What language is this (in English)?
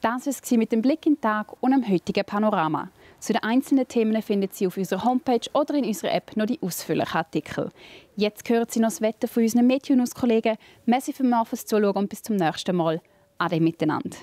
Swiss German